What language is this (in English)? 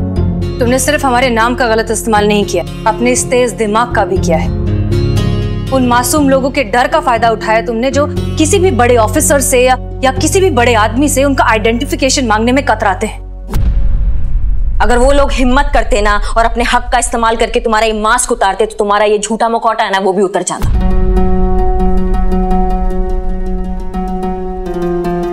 Hindi